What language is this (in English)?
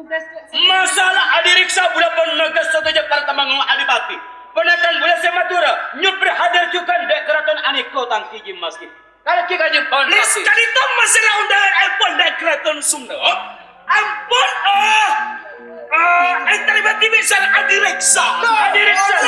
Madurese